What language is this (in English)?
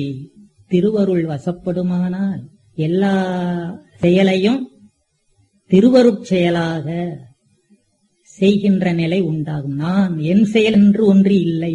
Tamil